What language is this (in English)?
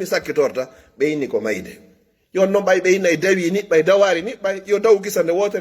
Fula